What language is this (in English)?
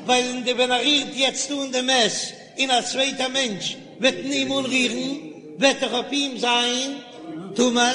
Yiddish